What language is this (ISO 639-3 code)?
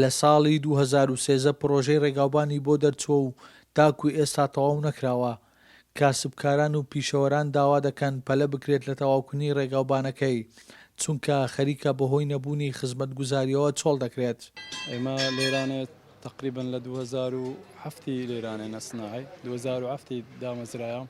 ckb